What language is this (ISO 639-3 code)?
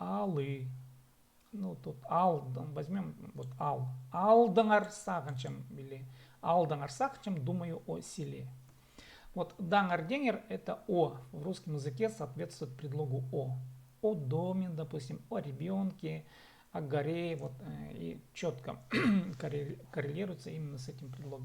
kjh